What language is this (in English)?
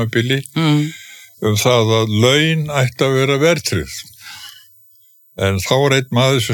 Icelandic